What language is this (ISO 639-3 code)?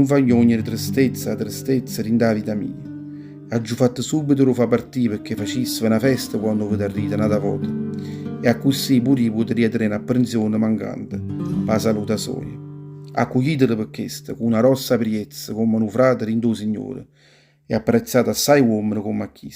nap